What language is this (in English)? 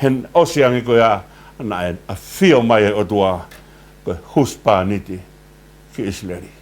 Tongan